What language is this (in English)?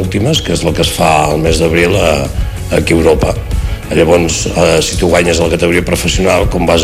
Catalan